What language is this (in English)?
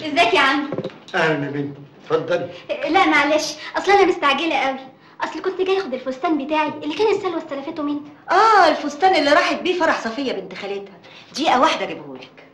Egyptian Arabic